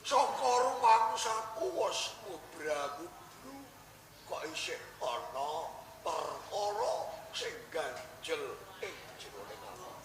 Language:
Javanese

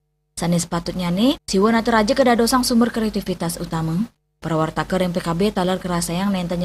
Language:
Balinese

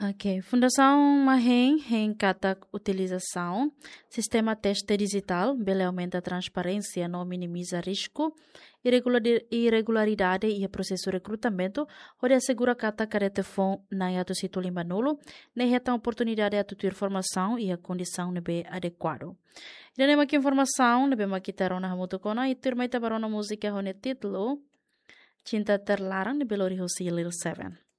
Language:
Tetum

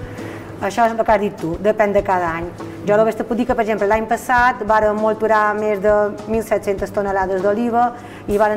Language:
Catalan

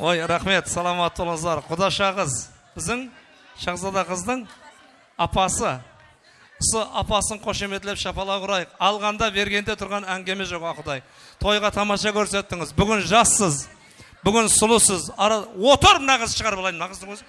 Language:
Kara-Kalpak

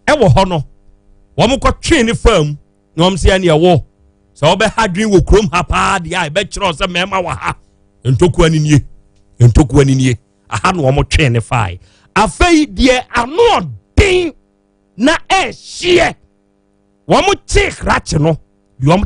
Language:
Akan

